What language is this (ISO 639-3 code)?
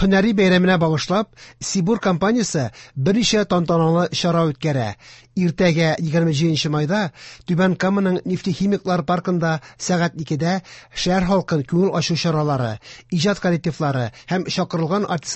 tat